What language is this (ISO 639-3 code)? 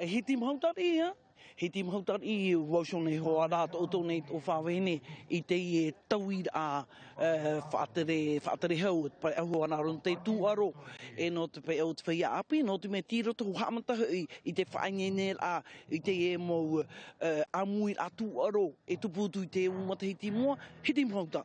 tah